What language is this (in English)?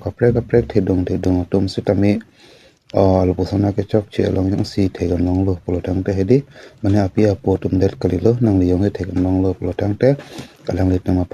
Karbi